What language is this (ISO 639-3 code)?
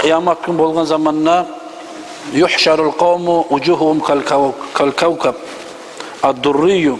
kum